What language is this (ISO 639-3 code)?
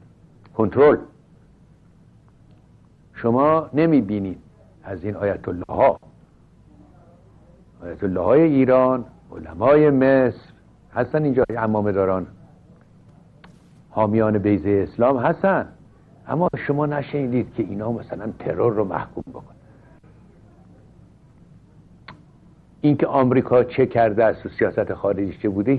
fas